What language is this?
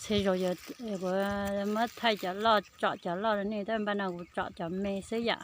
Hmong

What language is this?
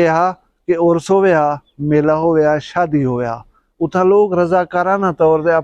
Saraiki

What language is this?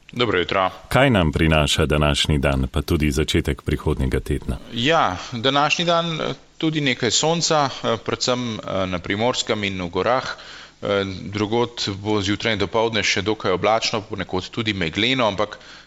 Slovenian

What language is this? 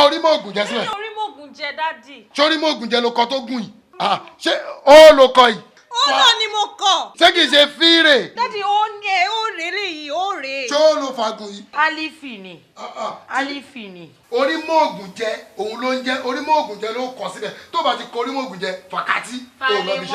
Yoruba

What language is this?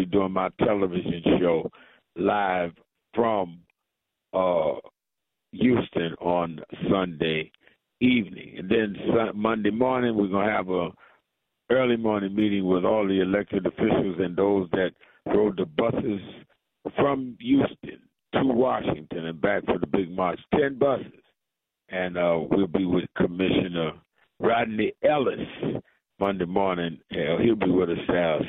English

